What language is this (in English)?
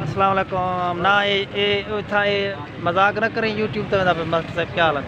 Saraiki